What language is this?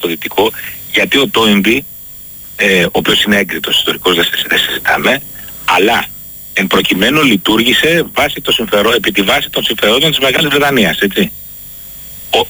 Greek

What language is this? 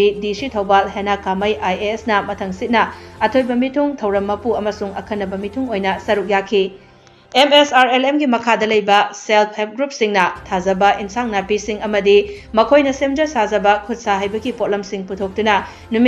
Manipuri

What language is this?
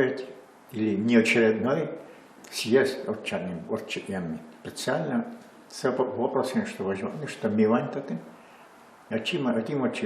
Udmurt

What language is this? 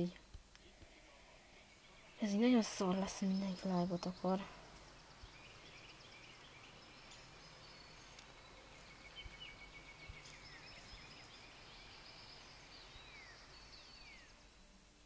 Hungarian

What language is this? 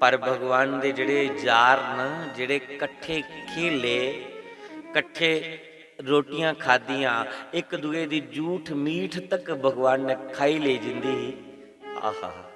Dogri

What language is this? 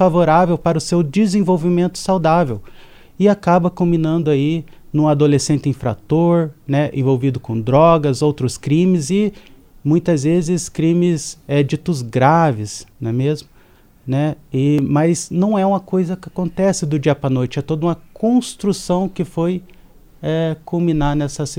Portuguese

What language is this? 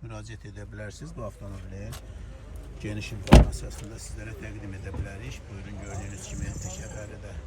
Azerbaijani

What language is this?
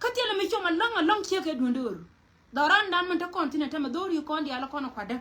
Nuer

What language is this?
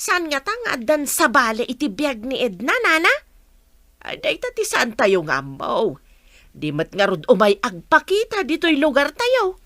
Iloko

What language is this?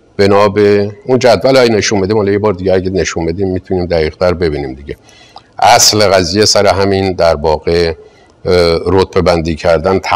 Persian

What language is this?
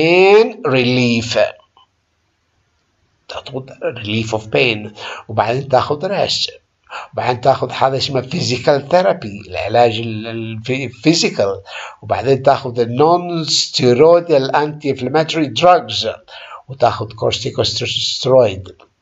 Arabic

